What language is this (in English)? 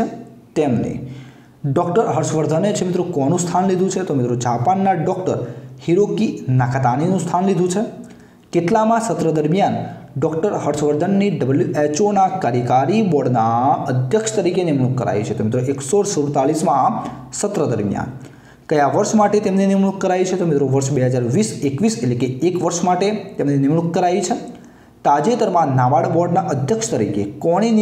Gujarati